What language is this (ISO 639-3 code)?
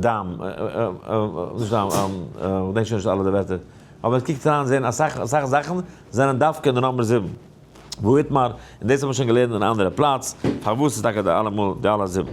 yid